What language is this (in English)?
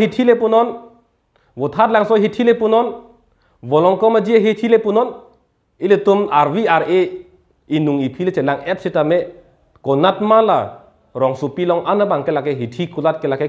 Karbi